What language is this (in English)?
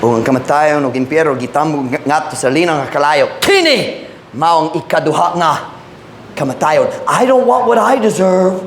Cebuano